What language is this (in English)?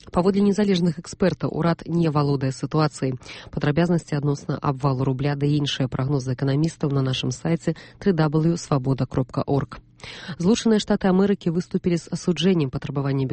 Belarusian